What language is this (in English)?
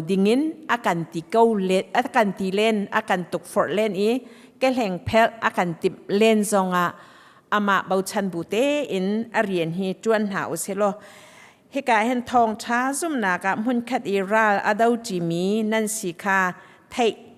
Hakha Chin